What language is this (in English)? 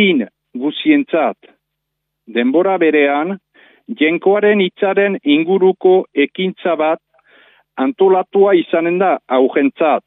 Basque